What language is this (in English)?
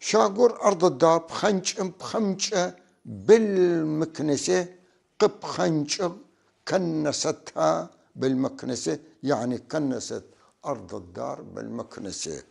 North Levantine Arabic